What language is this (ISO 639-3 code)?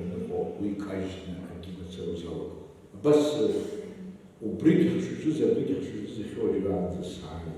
abk